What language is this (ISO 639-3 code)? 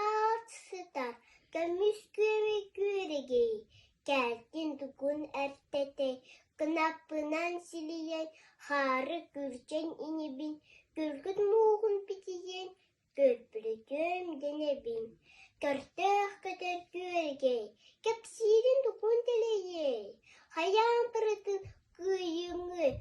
sah